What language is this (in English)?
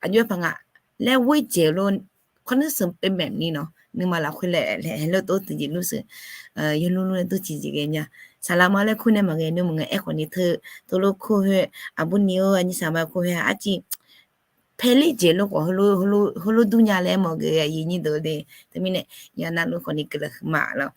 Akha